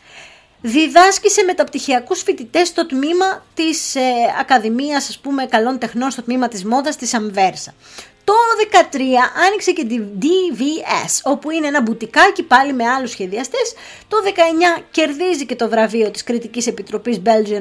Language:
Greek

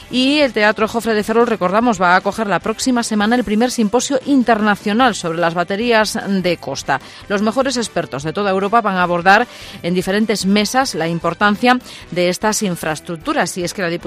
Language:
Spanish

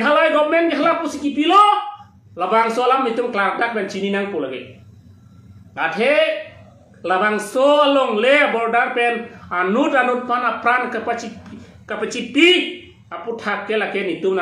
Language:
Karbi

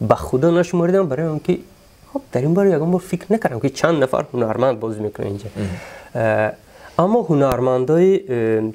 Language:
Tajik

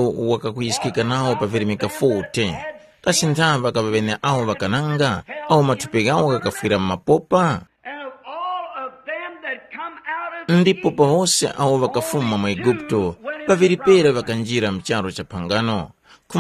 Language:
Tumbuka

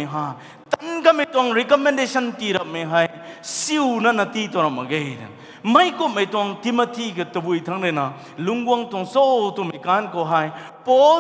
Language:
Rongmei Naga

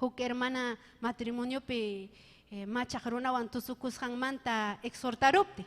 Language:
Ayacucho Quechua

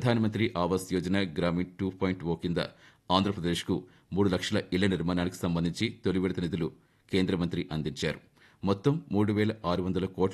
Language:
Telugu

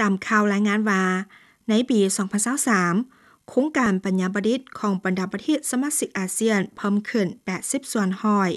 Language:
Lao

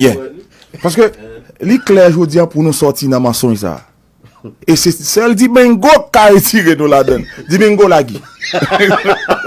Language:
Haitian Creole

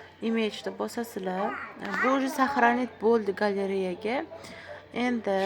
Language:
Uzbek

